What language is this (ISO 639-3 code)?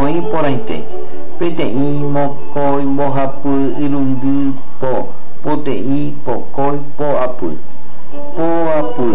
grn